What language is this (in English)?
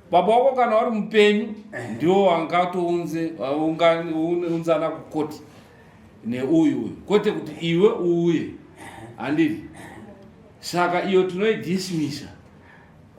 Shona